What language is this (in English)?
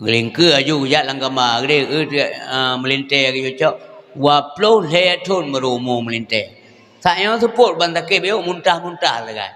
Achinese